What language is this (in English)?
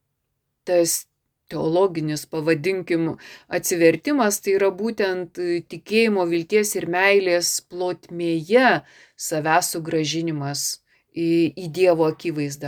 Lithuanian